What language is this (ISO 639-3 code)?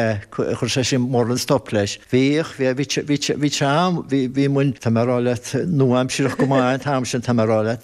gle